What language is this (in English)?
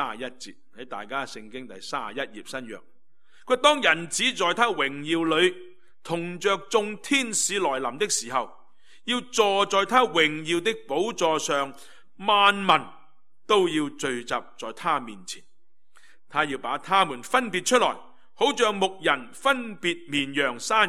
Cantonese